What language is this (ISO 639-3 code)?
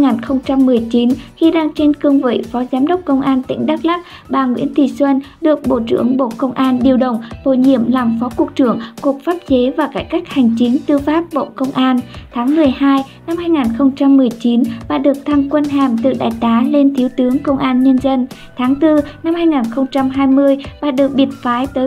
vie